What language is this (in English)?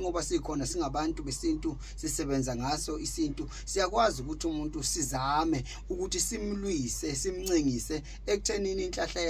Zulu